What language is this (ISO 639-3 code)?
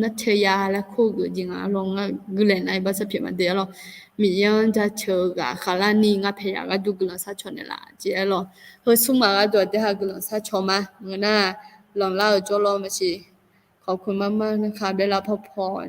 ahk